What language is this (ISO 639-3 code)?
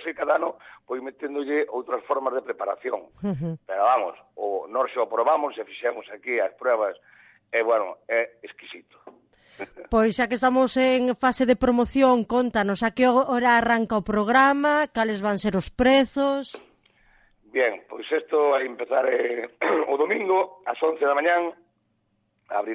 glg